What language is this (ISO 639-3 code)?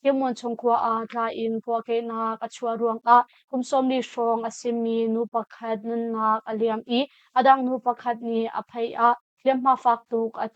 cnh